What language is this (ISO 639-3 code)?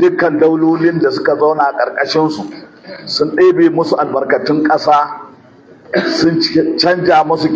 hau